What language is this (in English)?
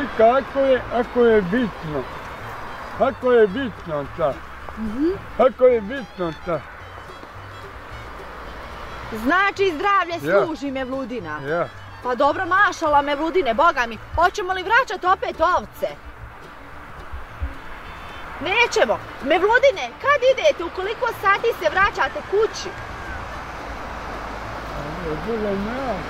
Bosnian